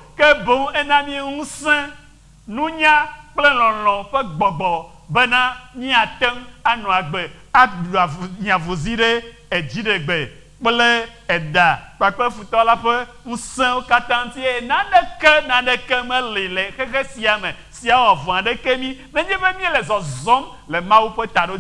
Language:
Ewe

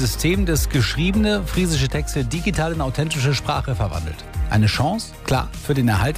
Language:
German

